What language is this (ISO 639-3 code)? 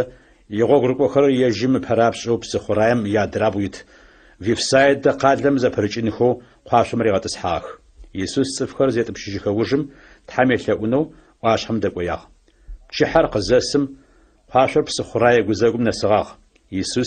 ady